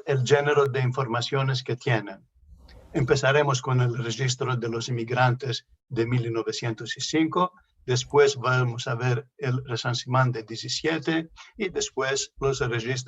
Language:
Ladino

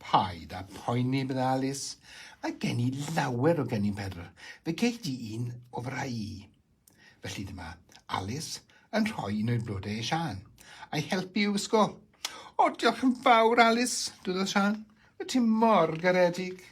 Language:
Welsh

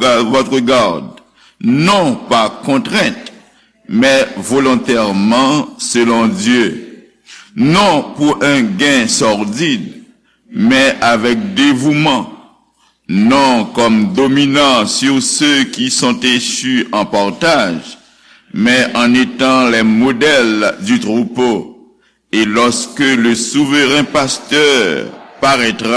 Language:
Haitian Creole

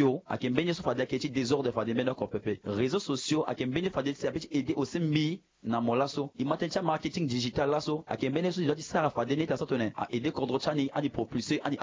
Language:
Sango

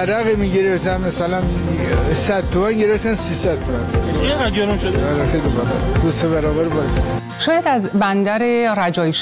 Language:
Persian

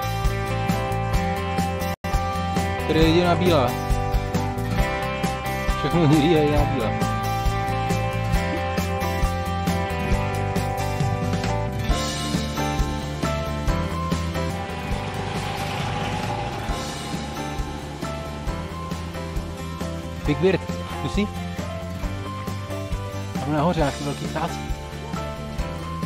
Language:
Czech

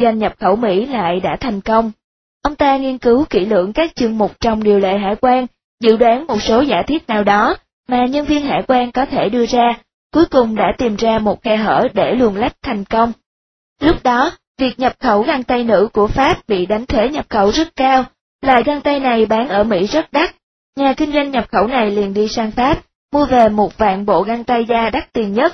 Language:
Vietnamese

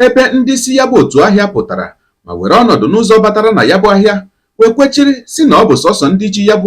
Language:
Igbo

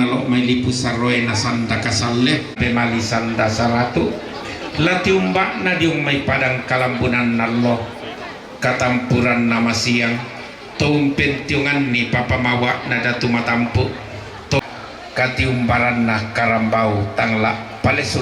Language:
Toraja-Sa'dan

